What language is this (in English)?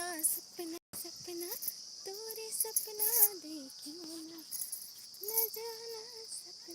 Chhattisgarhi